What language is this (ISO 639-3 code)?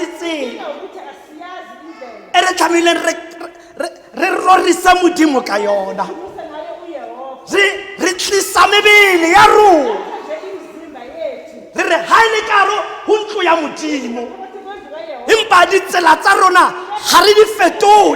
tsn